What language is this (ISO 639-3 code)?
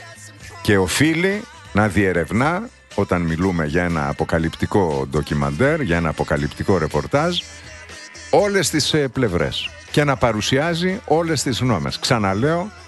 ell